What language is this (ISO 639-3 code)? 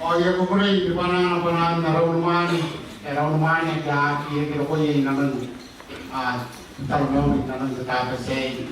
gil